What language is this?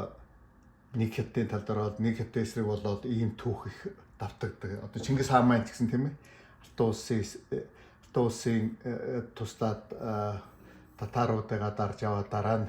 Mongolian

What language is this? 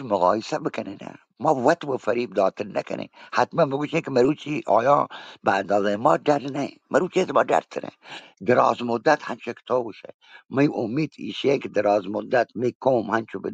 Baluchi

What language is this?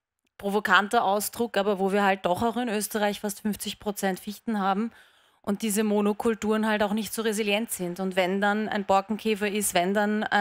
German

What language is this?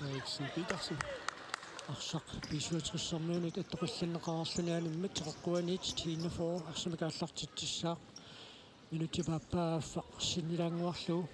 Kalaallisut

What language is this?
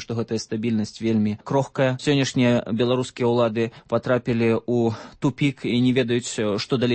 Belarusian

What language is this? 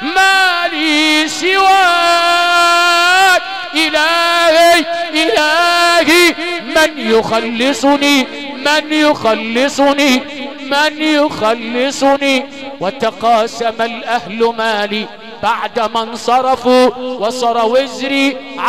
Arabic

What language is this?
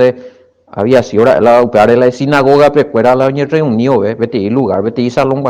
Guarani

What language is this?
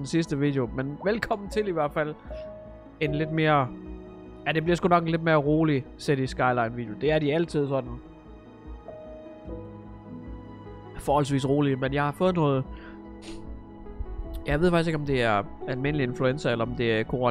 Danish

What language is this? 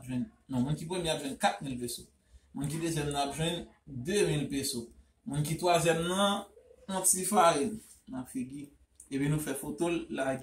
Haitian Creole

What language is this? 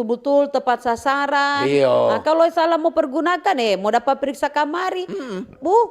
Manado Malay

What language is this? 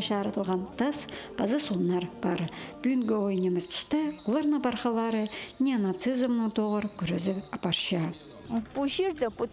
Khakas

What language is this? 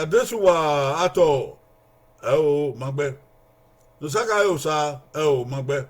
Bini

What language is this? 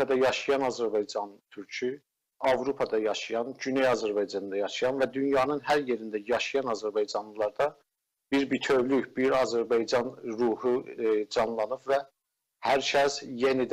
South Azerbaijani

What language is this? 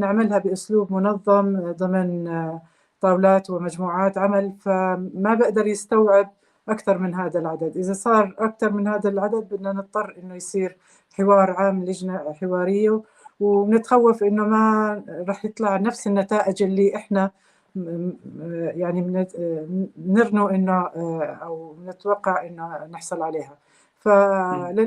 North Levantine Arabic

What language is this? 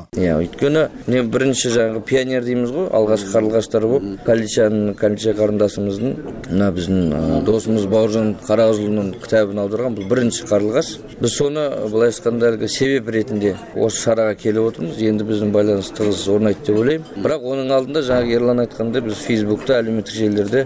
Kyrgyz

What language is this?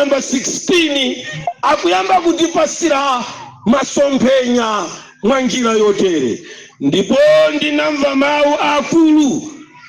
Nyanja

